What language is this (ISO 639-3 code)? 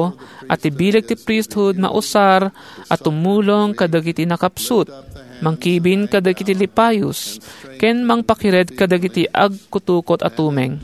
ilo